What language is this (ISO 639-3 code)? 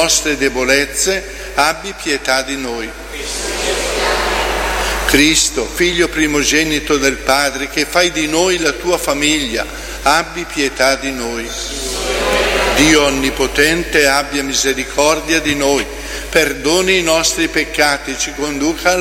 ita